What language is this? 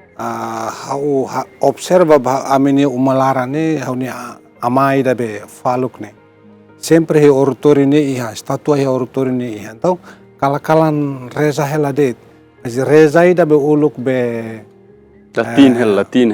Tetum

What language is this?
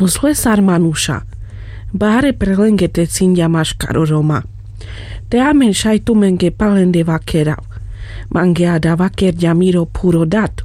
Carpathian Romani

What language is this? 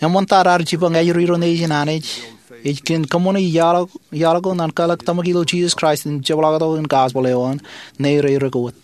Marshallese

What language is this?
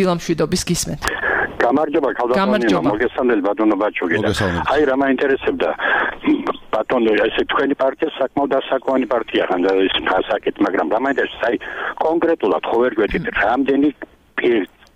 Georgian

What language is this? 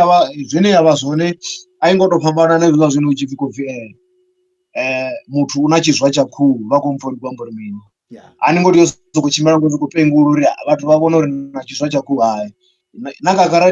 Venda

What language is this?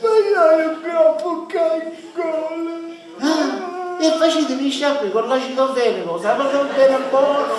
Sicilian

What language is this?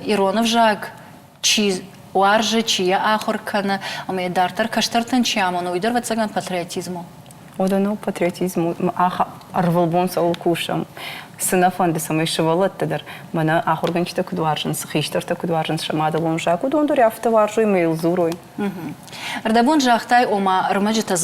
Ossetic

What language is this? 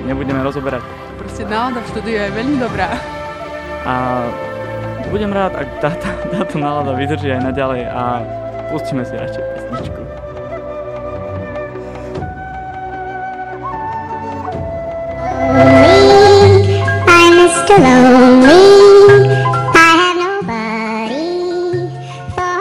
Slovak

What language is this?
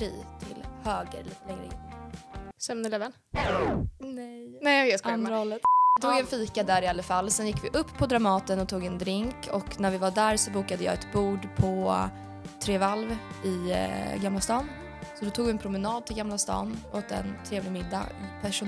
Swedish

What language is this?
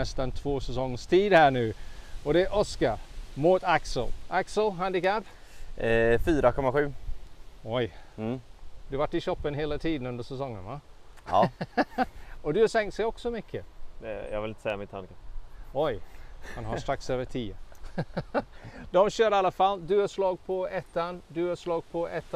Swedish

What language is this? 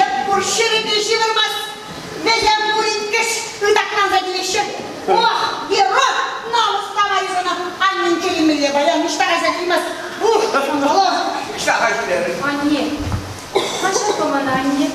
Chuvash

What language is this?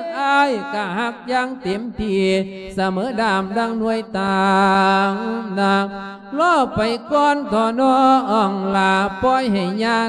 Lao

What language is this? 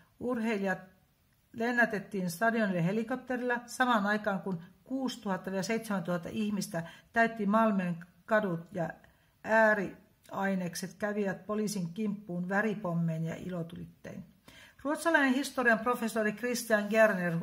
Finnish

